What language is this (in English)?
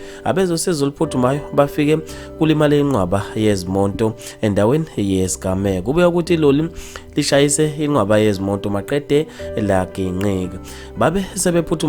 Zulu